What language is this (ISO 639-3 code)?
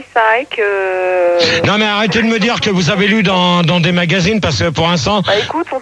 fra